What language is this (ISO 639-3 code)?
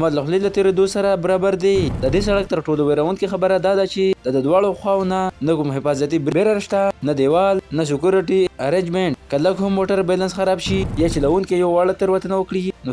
pus